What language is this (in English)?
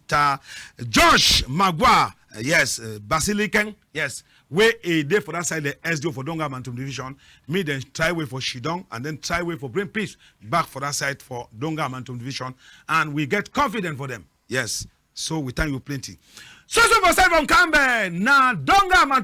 Cameroon Pidgin